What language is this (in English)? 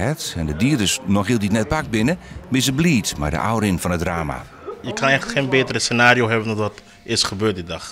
Western Frisian